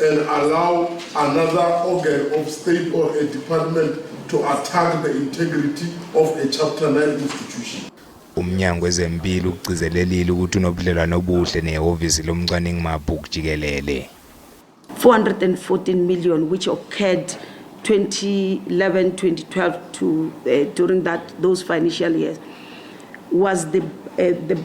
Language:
Zulu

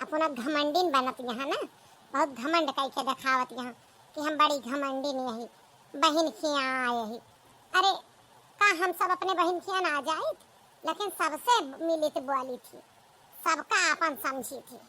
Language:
Awadhi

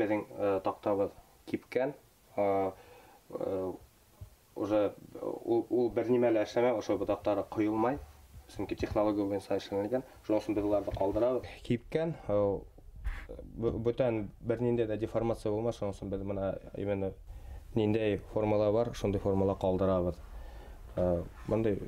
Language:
Bashkir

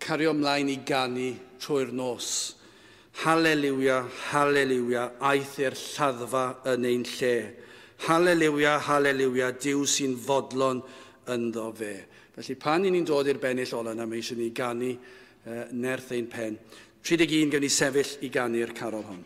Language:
Welsh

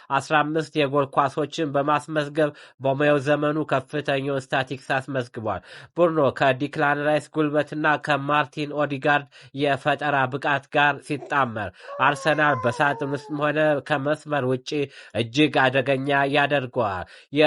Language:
Amharic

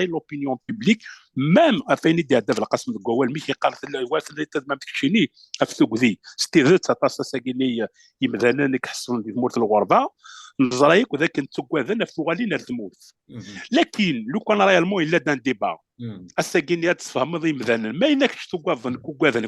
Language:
Kabyle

